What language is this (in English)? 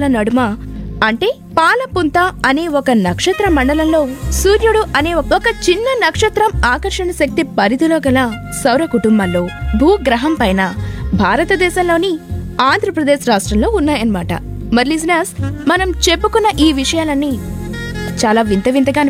Telugu